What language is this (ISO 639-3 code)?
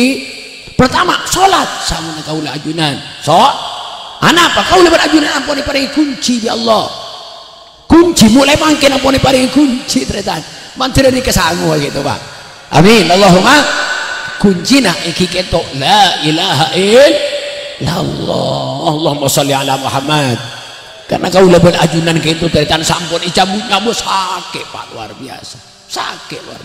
mad